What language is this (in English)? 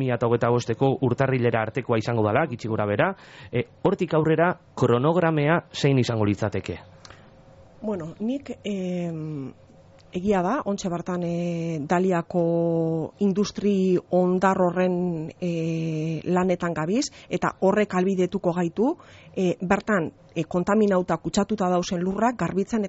Basque